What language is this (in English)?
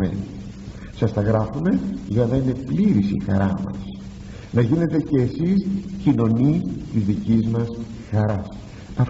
Greek